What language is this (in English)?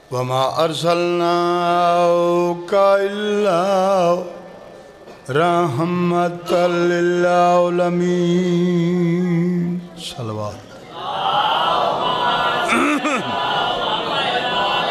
Urdu